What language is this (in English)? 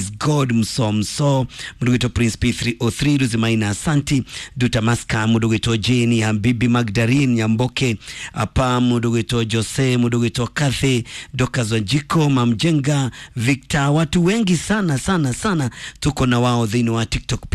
Kikuyu